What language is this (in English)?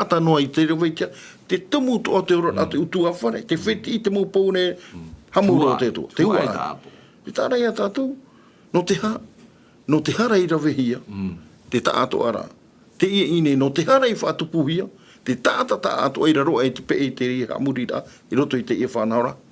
Tahitian